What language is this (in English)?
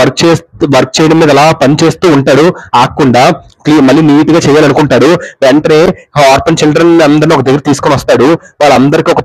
Telugu